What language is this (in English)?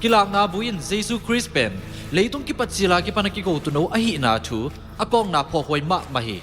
Tedim Chin